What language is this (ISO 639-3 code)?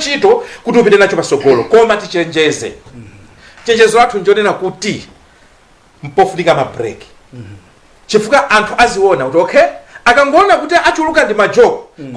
nya